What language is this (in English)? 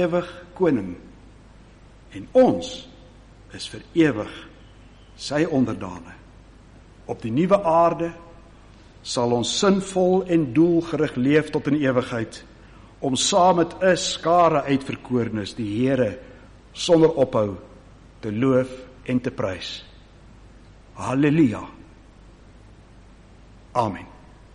Afrikaans